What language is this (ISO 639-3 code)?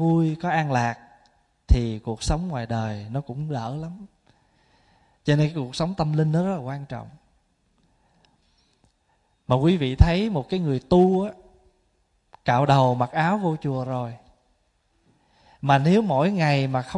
vie